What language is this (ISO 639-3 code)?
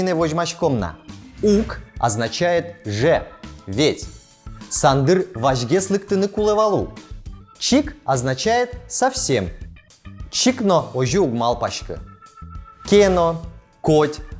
udm